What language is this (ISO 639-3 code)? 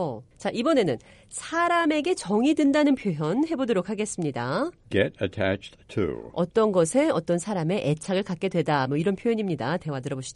kor